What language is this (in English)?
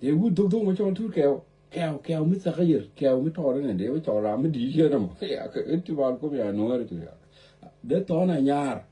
Nuer